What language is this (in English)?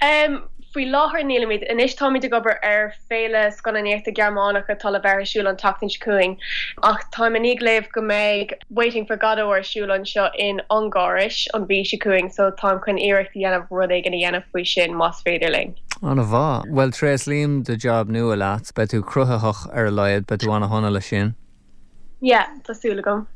Irish